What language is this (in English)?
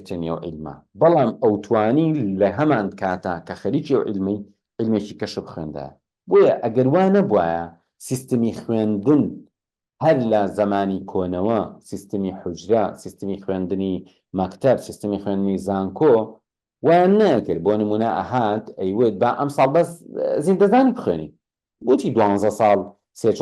Central Kurdish